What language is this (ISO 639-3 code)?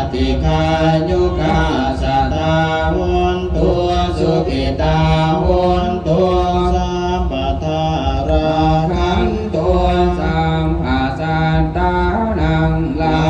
pli